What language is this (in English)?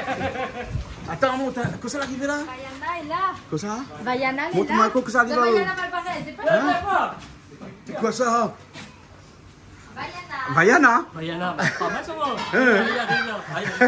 Réunion Creole French